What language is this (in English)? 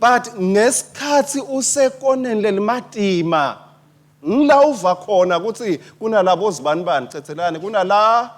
Swati